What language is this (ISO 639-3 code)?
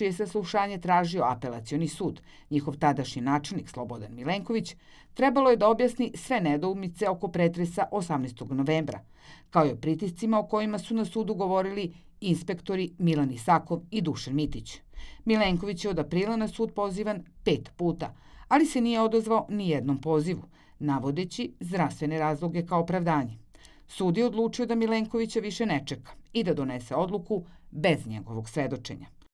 srp